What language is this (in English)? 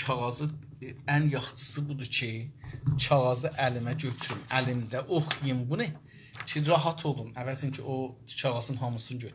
South Azerbaijani